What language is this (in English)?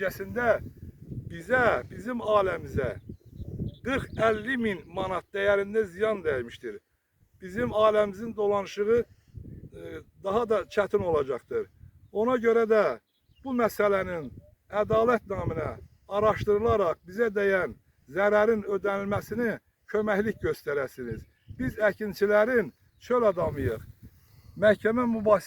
Azerbaijani